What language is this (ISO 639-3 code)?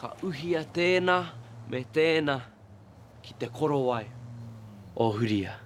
mri